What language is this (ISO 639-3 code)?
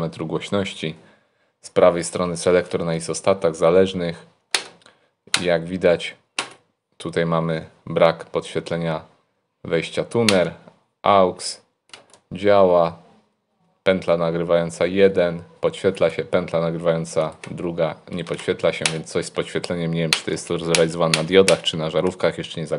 pol